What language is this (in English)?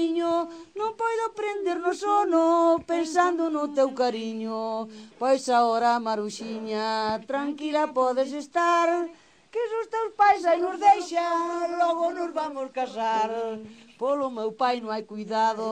Galician